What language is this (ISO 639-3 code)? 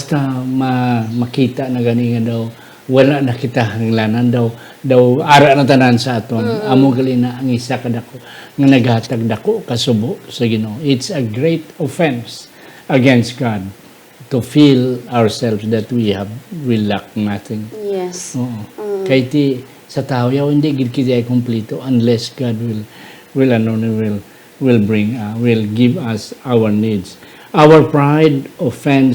hil